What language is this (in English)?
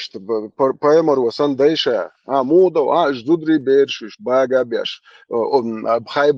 Chechen